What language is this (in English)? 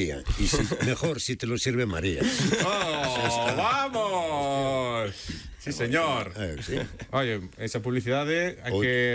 Galician